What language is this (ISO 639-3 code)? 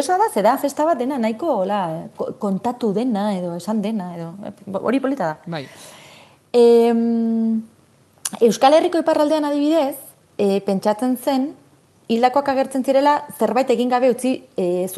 eus